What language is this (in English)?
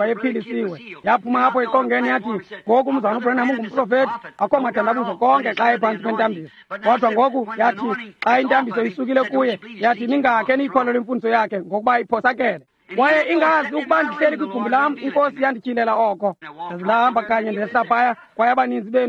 Xhosa